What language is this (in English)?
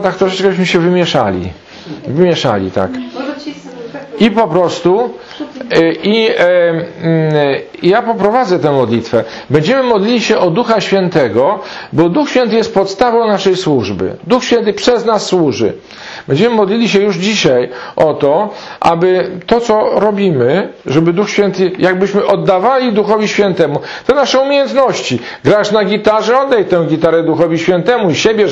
Polish